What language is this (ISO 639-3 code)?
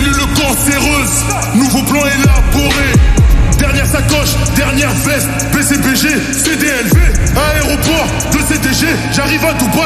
fra